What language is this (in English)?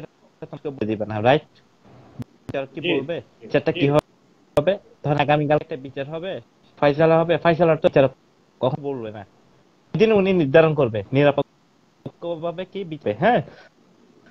Bangla